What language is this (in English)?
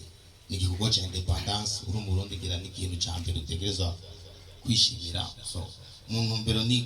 Rundi